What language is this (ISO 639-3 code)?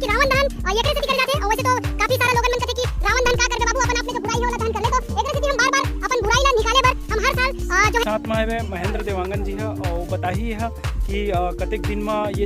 hne